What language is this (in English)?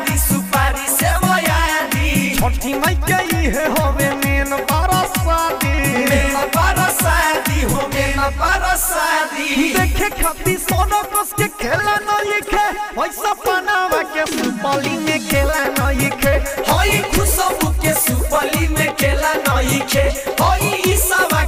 Bhojpuri